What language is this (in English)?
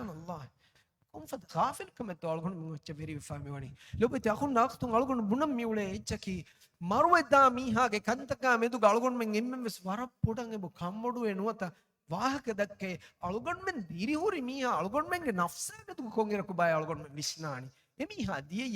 Divehi